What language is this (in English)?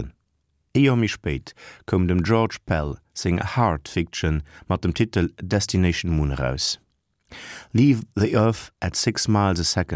Luxembourgish